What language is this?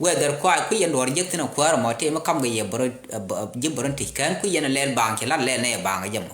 Nuer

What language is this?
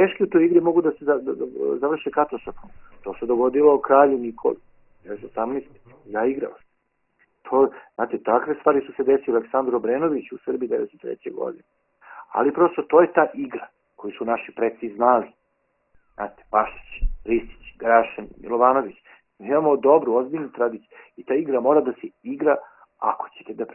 Serbian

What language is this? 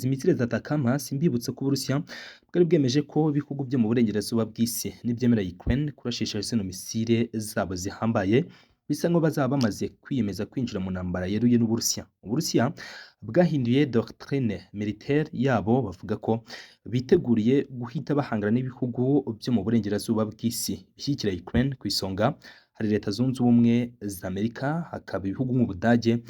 Kinyarwanda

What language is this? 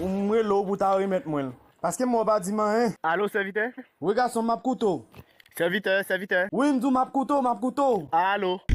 Haitian Creole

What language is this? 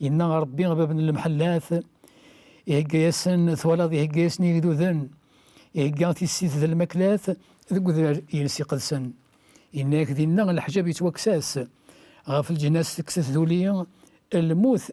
Kabyle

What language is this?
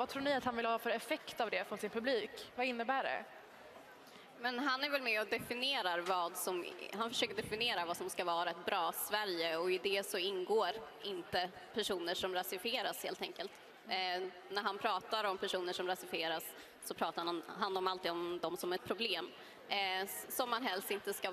Swedish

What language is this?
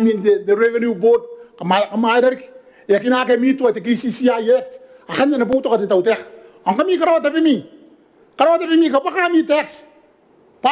Gilbertese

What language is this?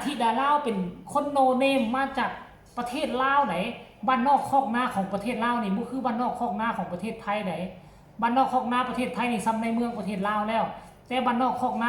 Northeastern Thai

